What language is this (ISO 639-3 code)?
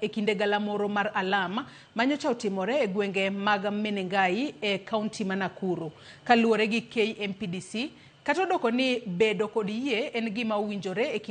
luo